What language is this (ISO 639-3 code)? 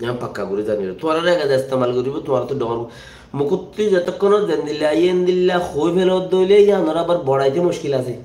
rhg